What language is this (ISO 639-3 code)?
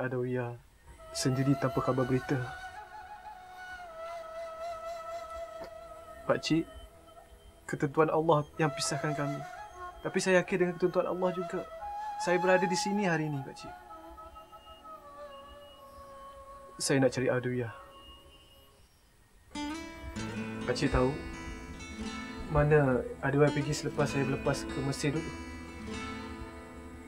msa